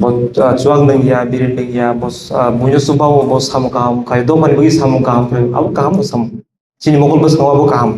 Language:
Kok Borok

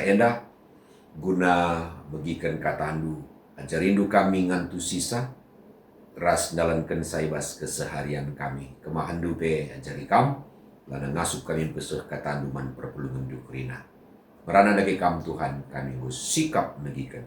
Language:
Batak Karo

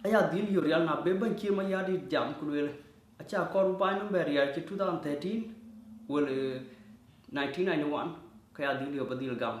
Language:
Dinka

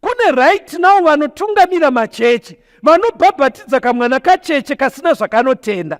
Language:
Shona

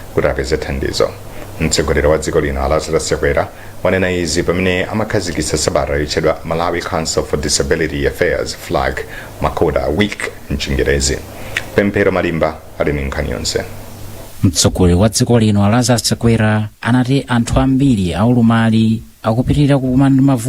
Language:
Nyanja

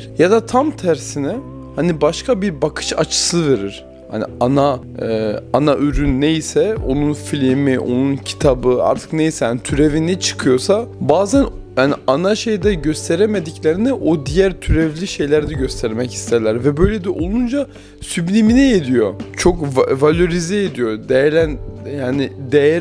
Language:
Turkish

